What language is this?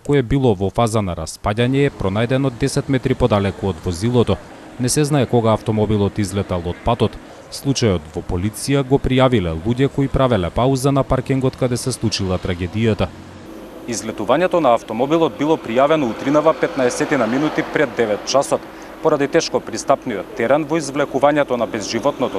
Macedonian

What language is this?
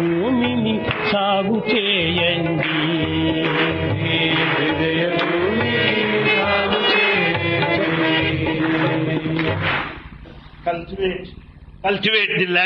Telugu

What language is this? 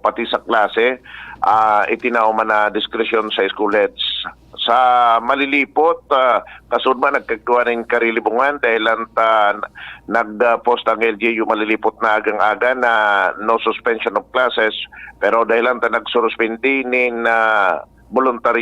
Bikol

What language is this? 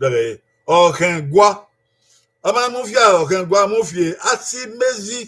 Bini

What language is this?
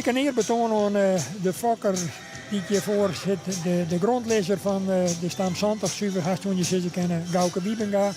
Western Frisian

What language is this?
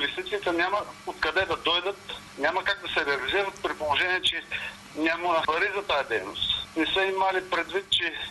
Bulgarian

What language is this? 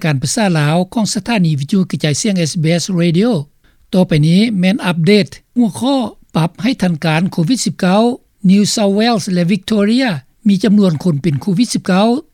Lao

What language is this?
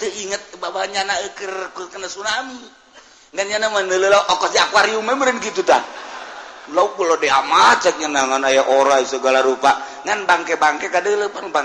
Sundanese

